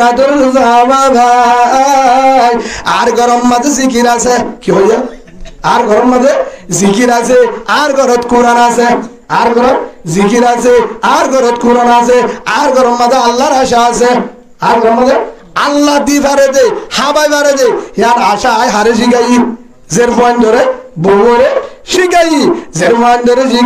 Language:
Rohingya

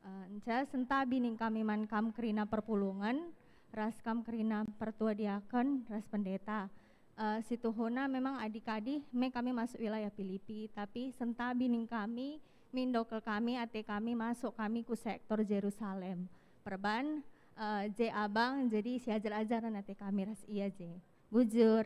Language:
Batak Karo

